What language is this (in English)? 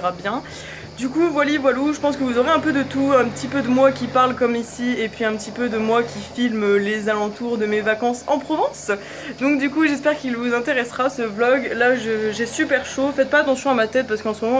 French